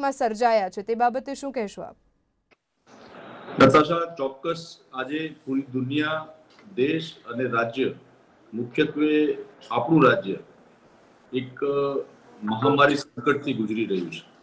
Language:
Gujarati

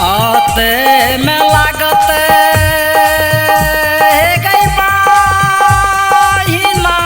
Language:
Maithili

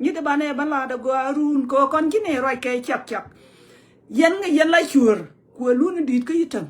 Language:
Nuer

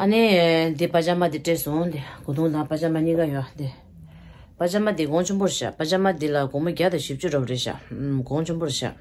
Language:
Tibetan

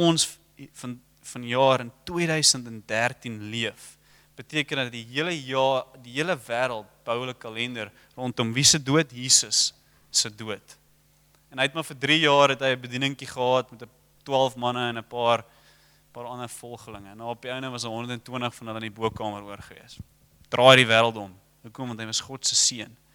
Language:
Afrikaans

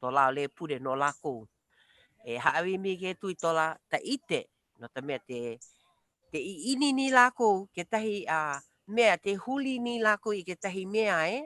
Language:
Hawaiian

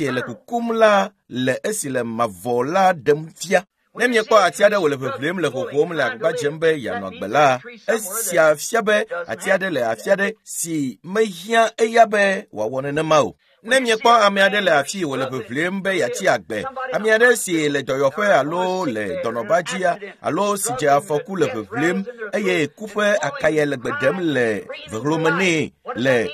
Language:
Ewe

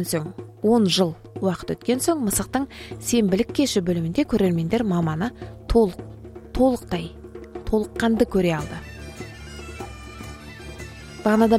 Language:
Kazakh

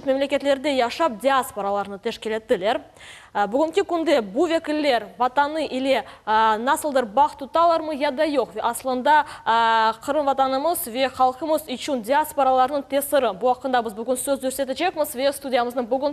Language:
Crimean Tatar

